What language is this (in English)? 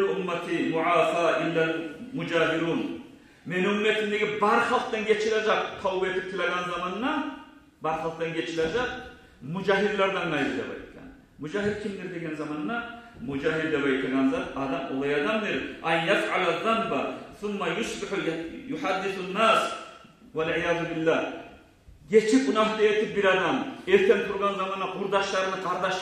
Kumyk